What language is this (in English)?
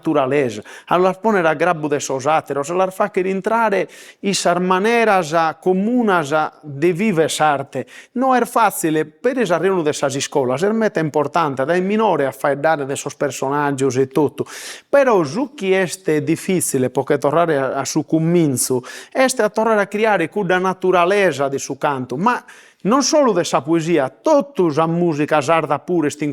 Sardinian